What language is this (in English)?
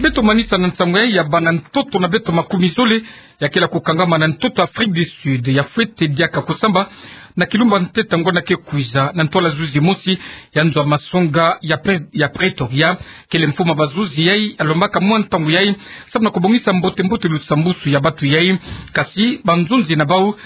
Kituba (Democratic Republic of Congo)